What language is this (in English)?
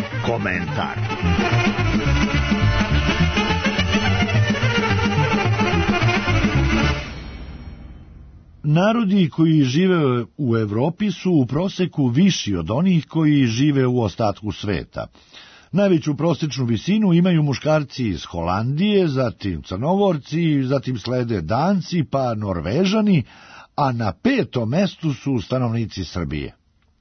Serbian